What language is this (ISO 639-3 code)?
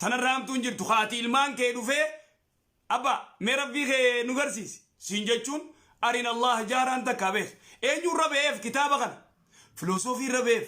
orm